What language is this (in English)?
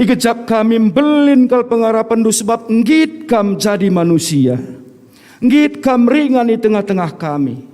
Batak Karo